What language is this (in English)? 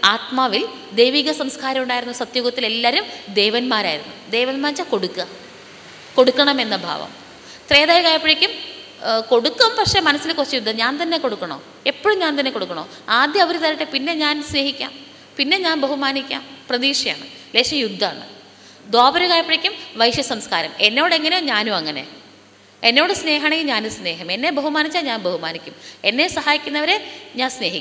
Malayalam